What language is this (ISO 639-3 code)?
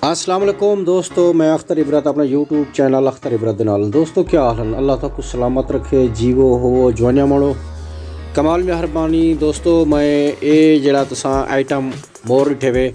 skr